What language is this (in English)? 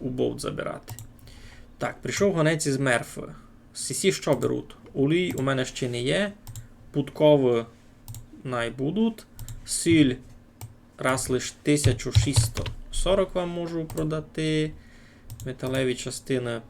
Rusyn